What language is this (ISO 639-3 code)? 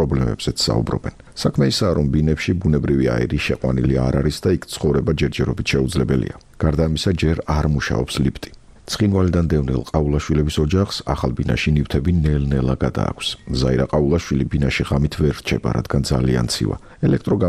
kat